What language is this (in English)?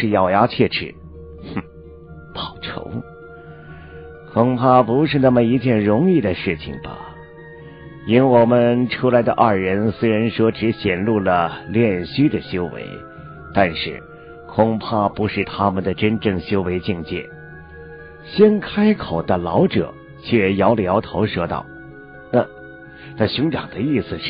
Chinese